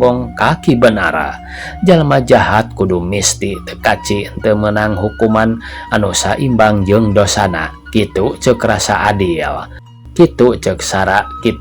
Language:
Sundanese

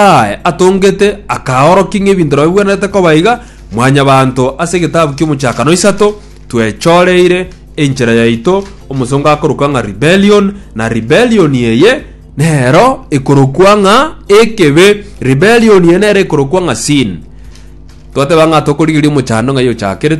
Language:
Gusii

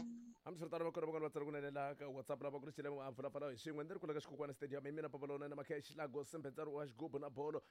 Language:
Tsonga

